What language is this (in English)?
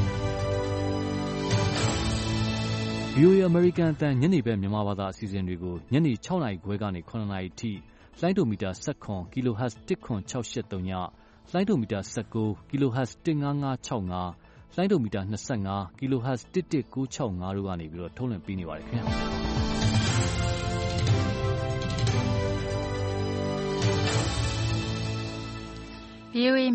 Burmese